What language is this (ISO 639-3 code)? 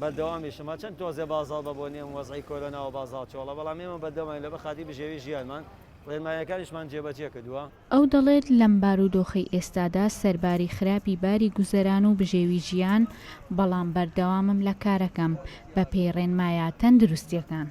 ckb